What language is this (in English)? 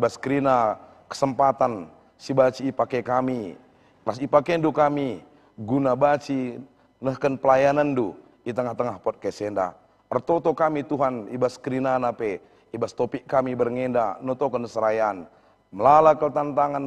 Batak Karo